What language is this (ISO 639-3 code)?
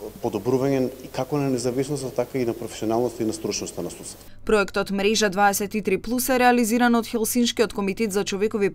mkd